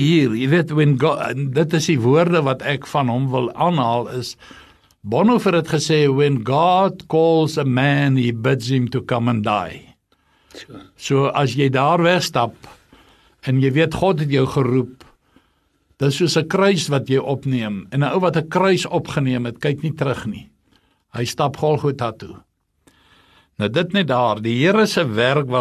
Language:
Afrikaans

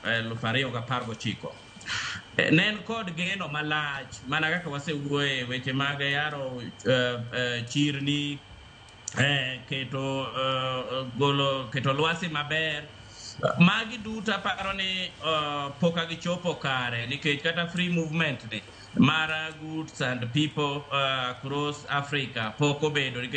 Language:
Luo (Kenya and Tanzania)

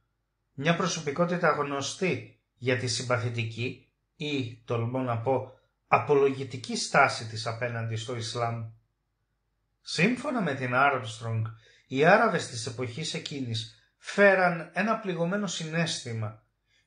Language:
Greek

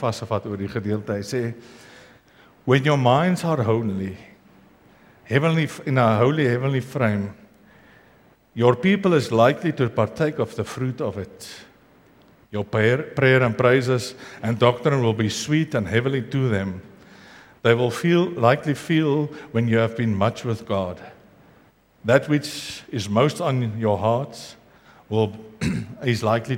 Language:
Afrikaans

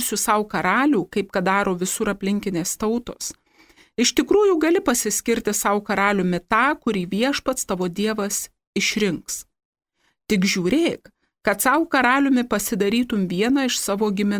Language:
Lithuanian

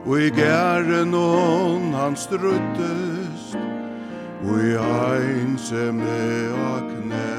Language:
Faroese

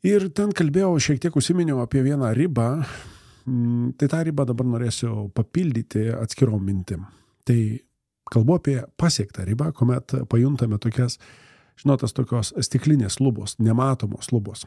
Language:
Lithuanian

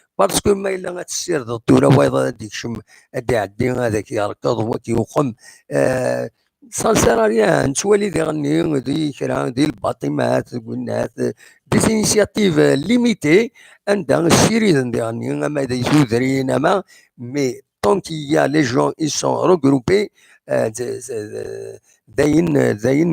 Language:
Kabyle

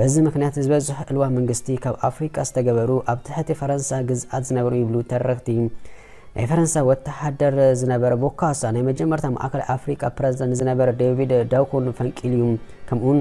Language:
Tigrinya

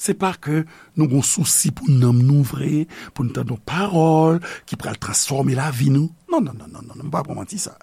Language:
Haitian Creole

